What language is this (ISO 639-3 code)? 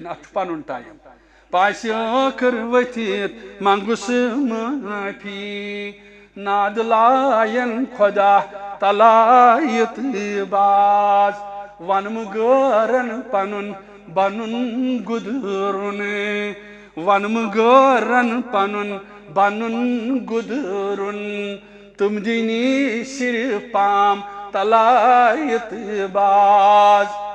kas